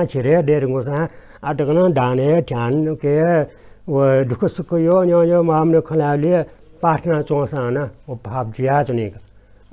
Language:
Newari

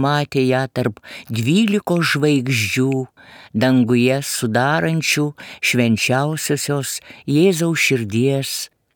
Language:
Lithuanian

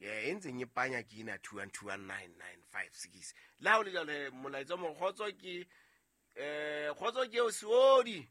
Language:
Southern Sotho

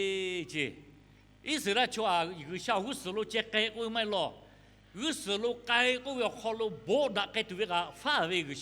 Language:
Lahu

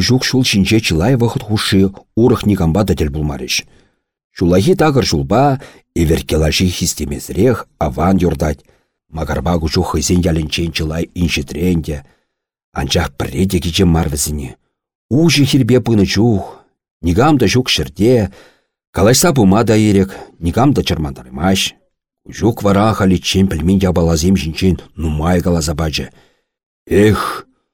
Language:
Chuvash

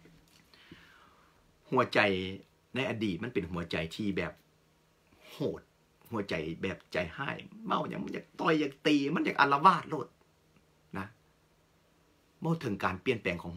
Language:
Thai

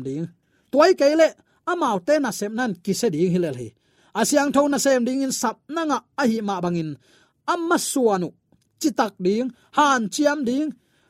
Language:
Tedim Chin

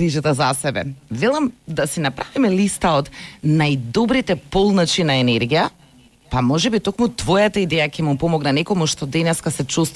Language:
Macedonian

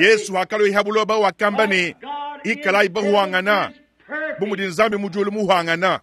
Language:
Luba-Lulua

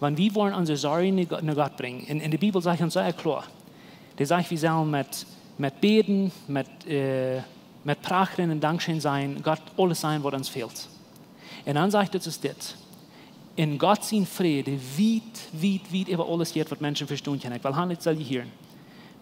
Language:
Plautdietsch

